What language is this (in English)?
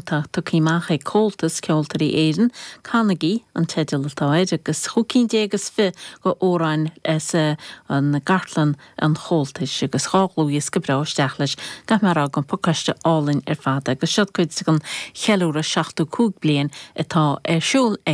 Irish